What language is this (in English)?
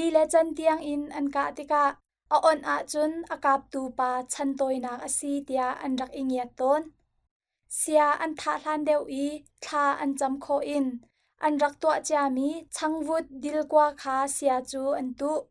Hakha Chin